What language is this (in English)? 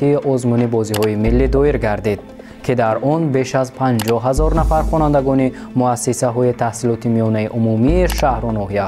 Tajik